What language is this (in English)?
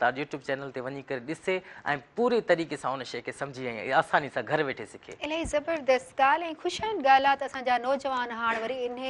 Sindhi